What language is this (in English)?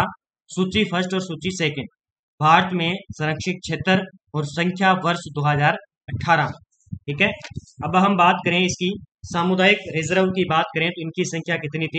Hindi